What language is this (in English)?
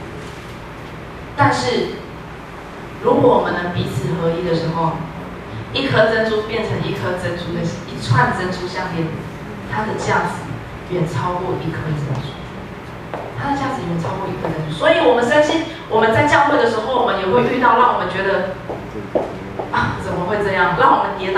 Chinese